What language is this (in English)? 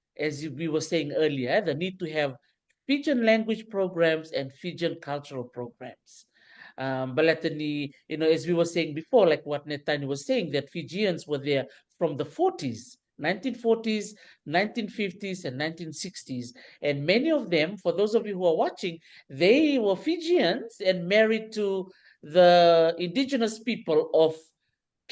Fijian